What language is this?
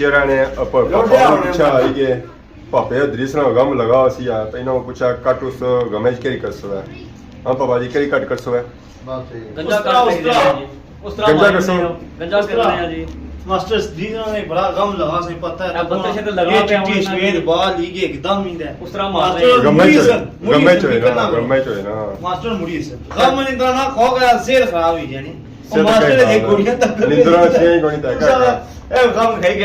Pahari-Potwari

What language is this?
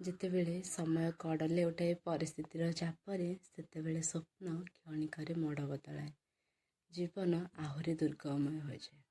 Odia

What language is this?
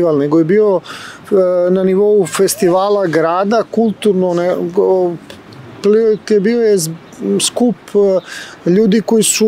Serbian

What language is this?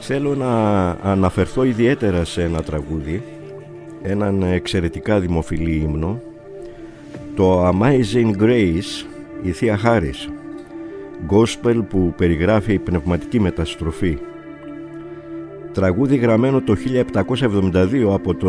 Greek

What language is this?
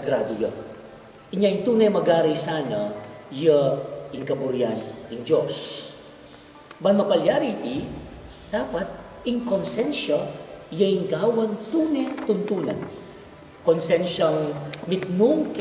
Pampanga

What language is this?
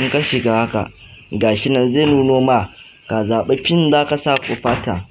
Hausa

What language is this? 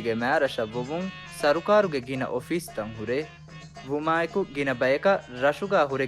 Divehi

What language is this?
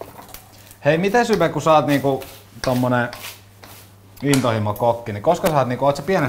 Finnish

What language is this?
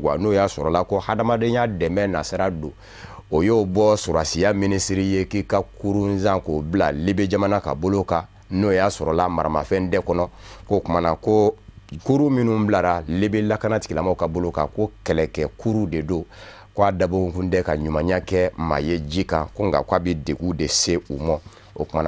Bambara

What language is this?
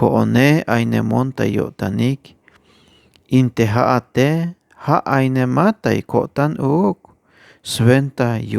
Tzeltal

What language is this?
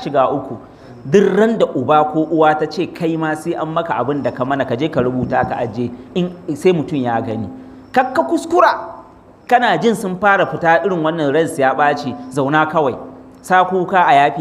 Hausa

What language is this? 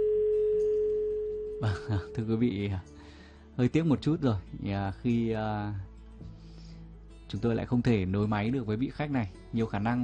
Vietnamese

